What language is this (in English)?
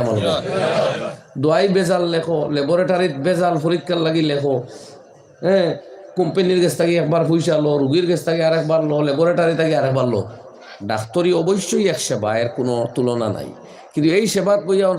Sylheti